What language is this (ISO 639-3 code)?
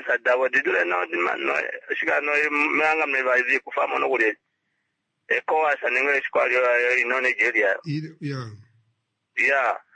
swa